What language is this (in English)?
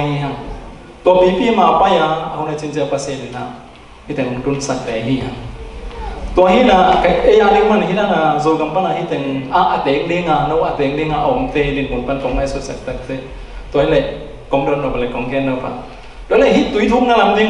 Tedim Chin